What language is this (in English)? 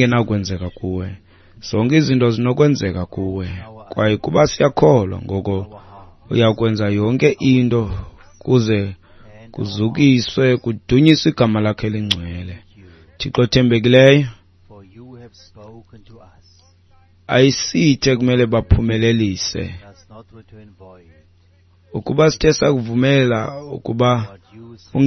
Xhosa